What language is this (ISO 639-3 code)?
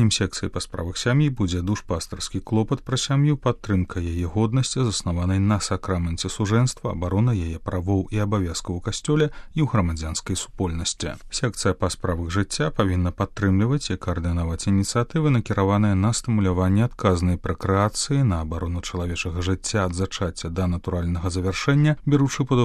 bel